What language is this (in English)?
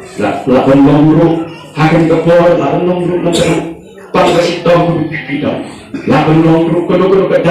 Khasi